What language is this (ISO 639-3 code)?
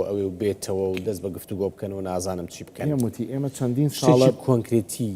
ckb